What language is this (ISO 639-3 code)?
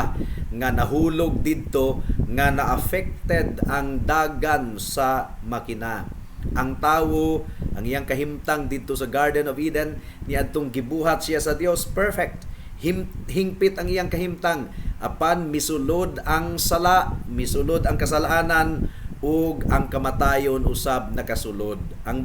ceb